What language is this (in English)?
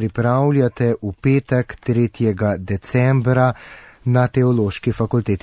Slovenian